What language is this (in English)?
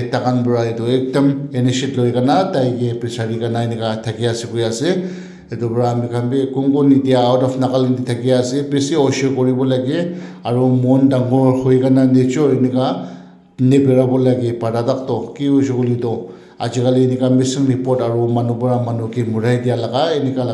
Naga Pidgin